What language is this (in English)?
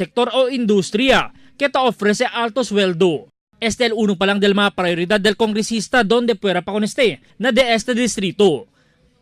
Chavacano